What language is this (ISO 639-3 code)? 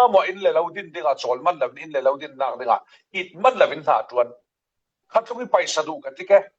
cfm